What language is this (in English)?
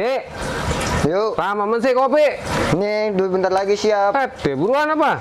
Betawi